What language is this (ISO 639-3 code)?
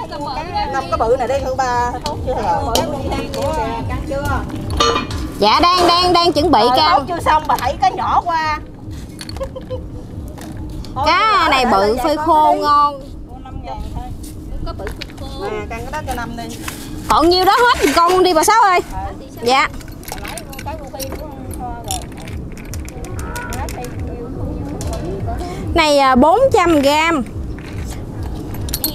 vie